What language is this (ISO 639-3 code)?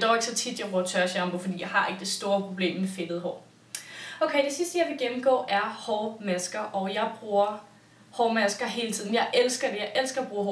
dan